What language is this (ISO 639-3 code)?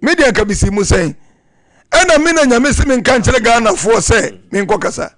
aka